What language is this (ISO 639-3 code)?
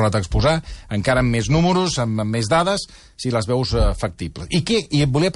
cat